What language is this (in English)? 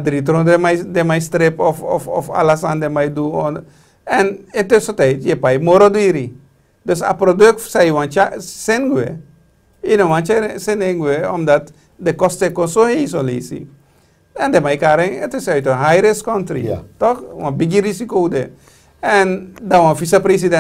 Sranan Tongo